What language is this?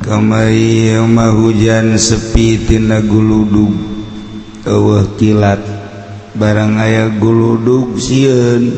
Sundanese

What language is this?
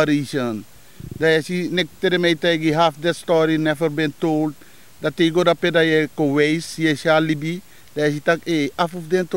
Sranan Tongo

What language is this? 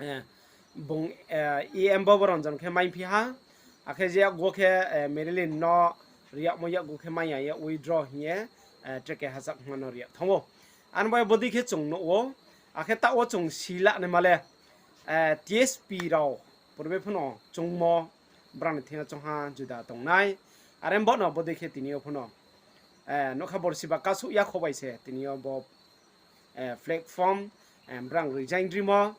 Riang (India)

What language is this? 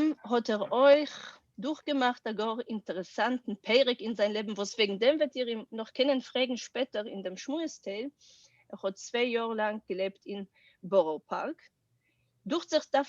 Yiddish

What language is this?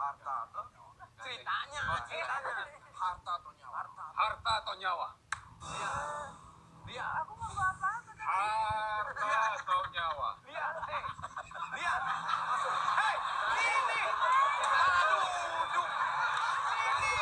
Betawi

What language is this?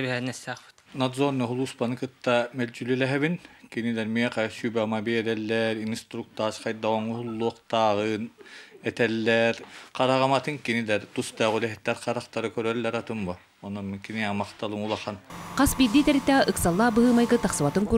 Bashkir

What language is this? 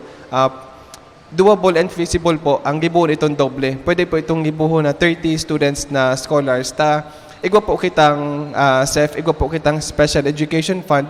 Bikol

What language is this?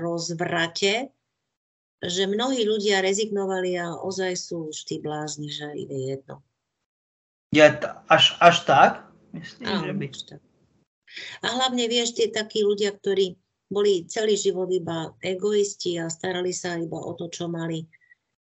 Slovak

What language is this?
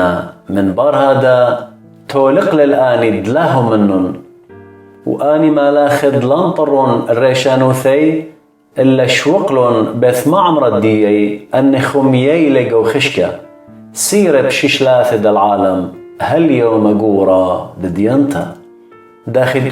Assyrian Neo-Aramaic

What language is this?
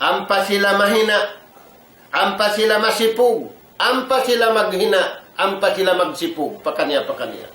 Tausug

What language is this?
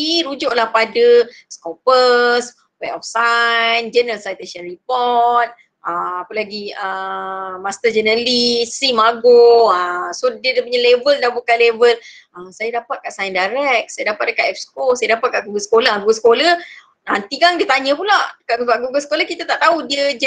Malay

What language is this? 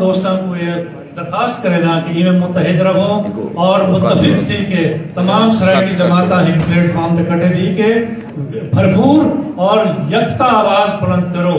Saraiki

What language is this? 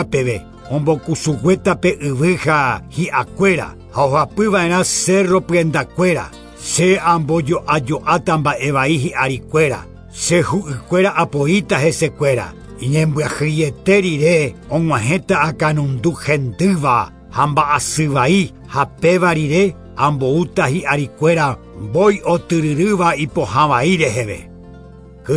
Guarani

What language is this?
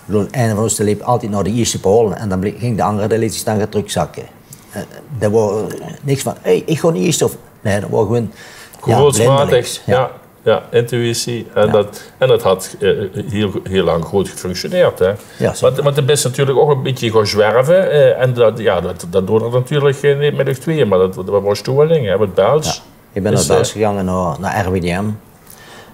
Limburgish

